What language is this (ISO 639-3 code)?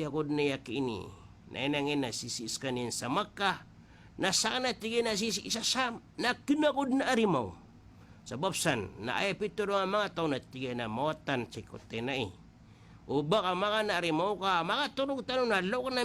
mrw